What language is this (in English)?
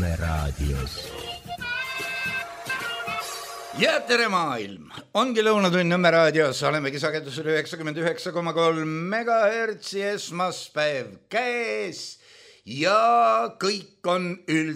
Estonian